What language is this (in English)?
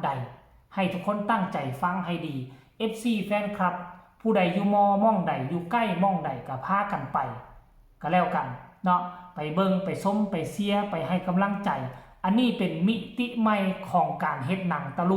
Northeastern Thai